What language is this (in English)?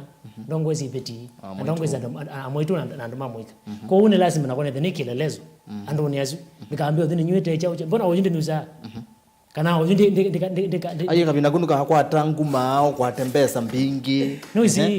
Kamba